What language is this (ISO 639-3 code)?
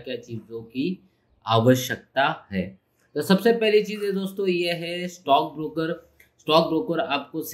hin